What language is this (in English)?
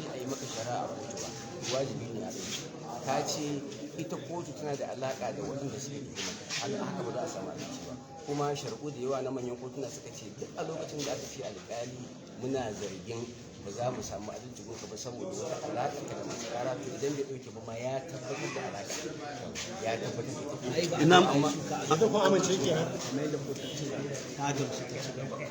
Hausa